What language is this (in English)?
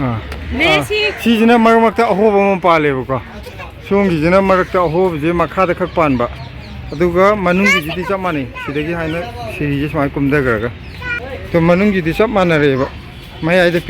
Manipuri